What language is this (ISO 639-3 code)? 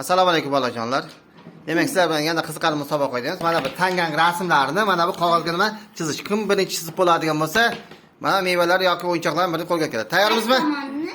uzb